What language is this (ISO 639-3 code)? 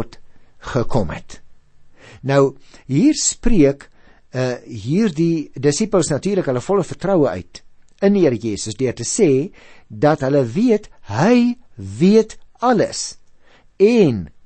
afr